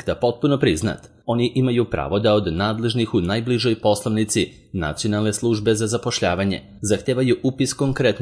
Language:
Serbian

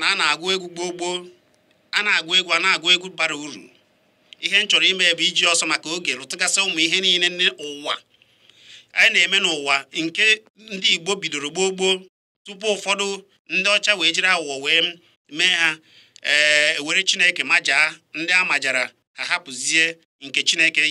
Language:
Igbo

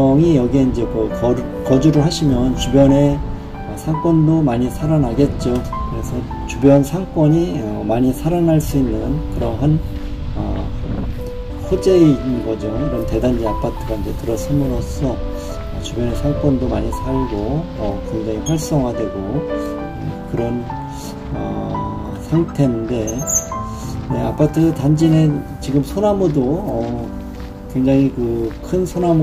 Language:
Korean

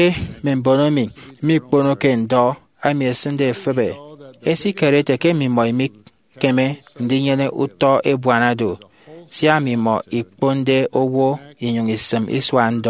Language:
Efik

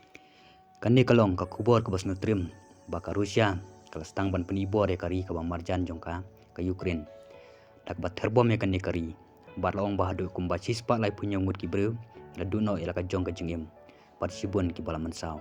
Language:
Khasi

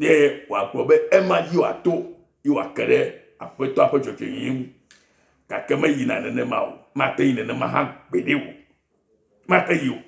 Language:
Ewe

